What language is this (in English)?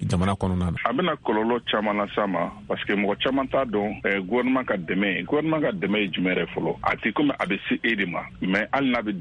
Bambara